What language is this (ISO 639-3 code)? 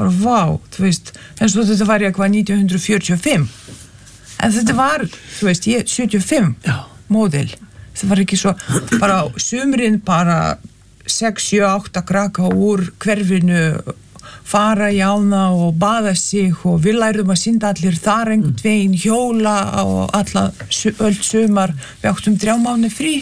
isl